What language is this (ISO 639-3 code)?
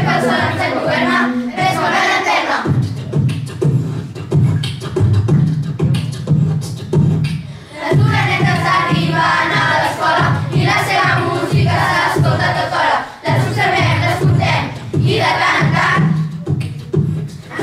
cat